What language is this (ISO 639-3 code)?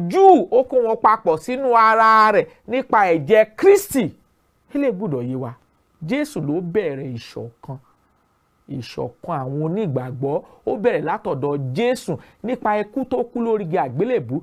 yor